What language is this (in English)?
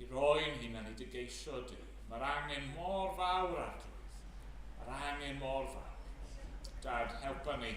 Welsh